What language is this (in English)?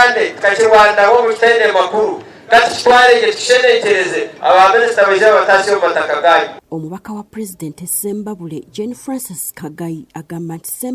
Ganda